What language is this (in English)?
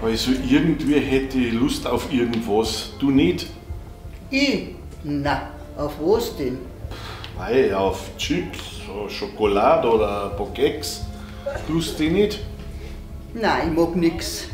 Bavarian